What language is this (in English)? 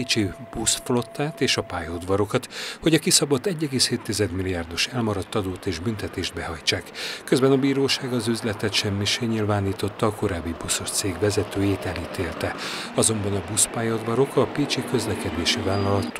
Hungarian